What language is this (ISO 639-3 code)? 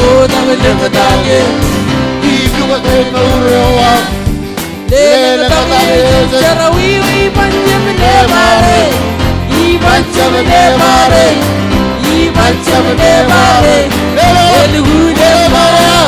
mah